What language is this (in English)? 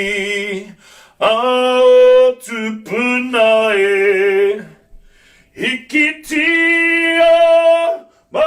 Māori